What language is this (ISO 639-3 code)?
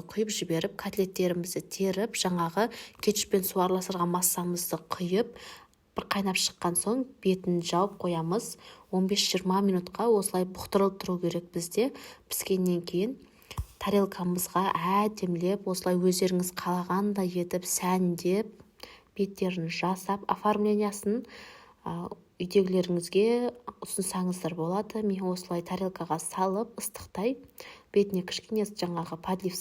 kaz